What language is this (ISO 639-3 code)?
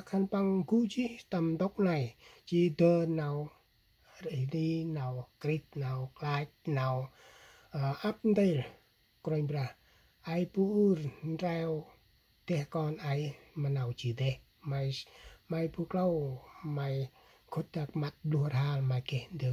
cmo